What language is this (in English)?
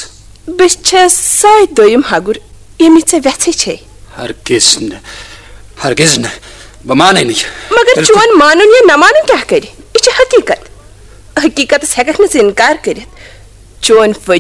Kashmiri